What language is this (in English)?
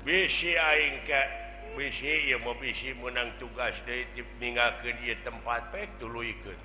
Sundanese